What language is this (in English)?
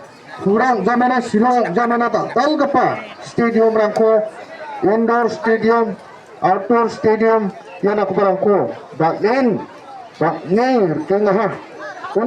Garo